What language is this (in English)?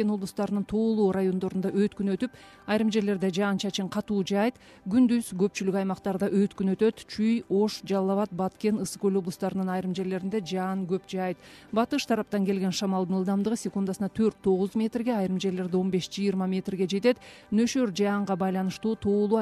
Kyrgyz